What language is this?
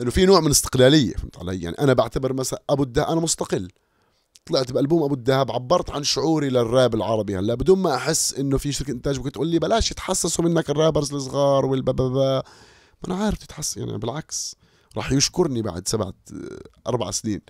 North Levantine Arabic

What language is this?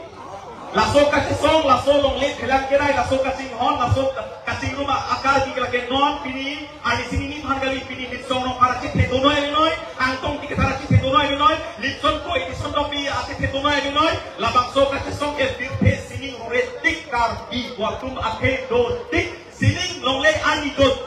Karbi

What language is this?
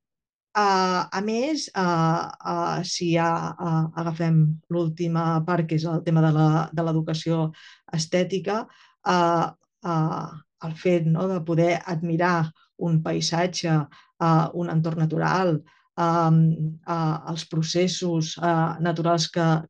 Catalan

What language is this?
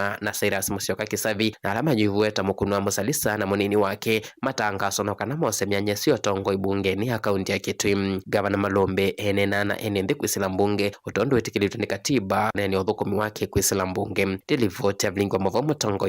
Kamba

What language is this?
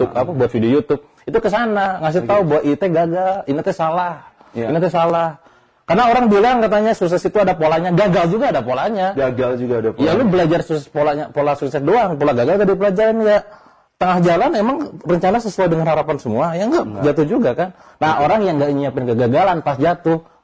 Indonesian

